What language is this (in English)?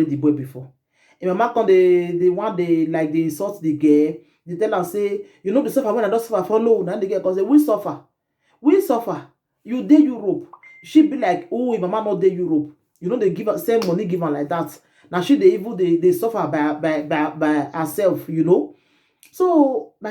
Nigerian Pidgin